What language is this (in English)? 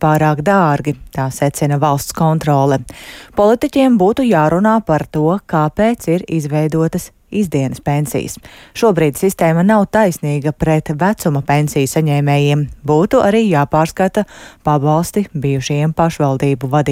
Latvian